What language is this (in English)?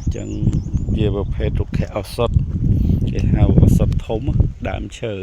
Khmer